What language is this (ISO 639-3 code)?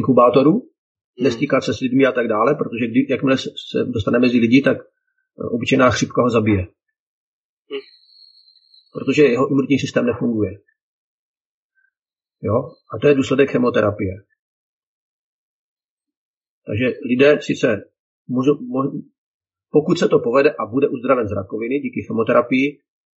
ces